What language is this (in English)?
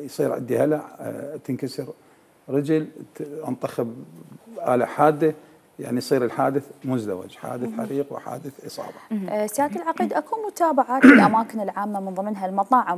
Mesopotamian Arabic